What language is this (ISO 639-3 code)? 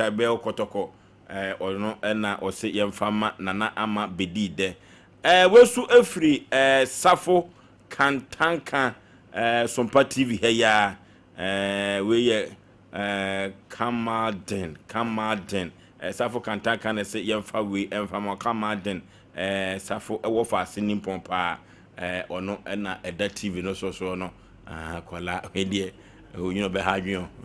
aka